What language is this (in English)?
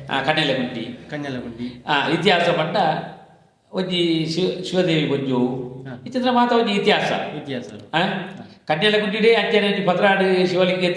Tulu